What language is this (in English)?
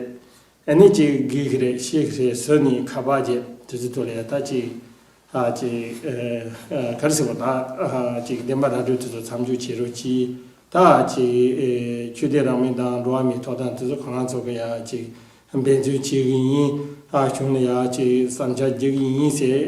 Tibetan